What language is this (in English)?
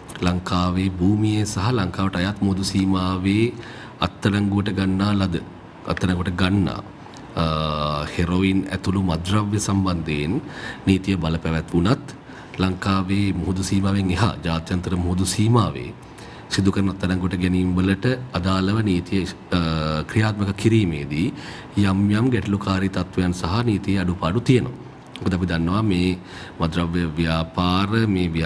Sinhala